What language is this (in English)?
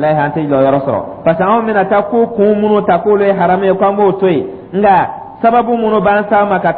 Dyula